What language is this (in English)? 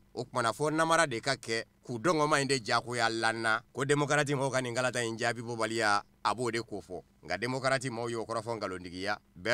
Bambara